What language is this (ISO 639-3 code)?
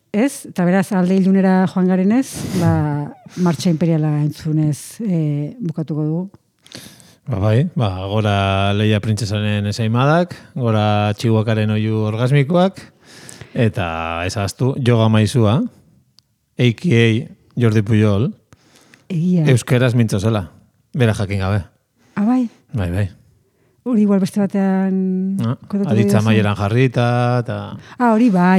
eus